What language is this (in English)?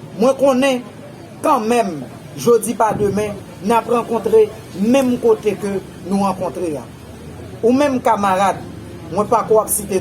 Haitian Creole